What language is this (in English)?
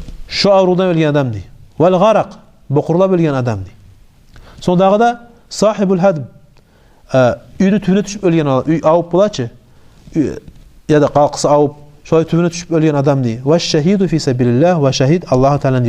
Kumyk